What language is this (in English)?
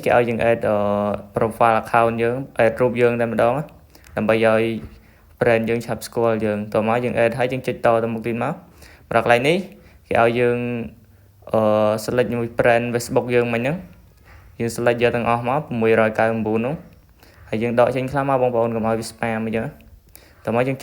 Khmer